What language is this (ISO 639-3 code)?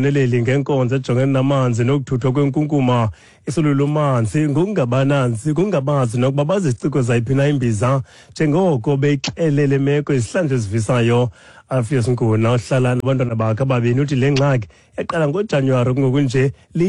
xho